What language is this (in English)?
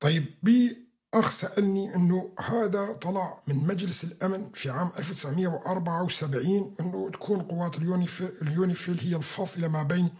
North Levantine Arabic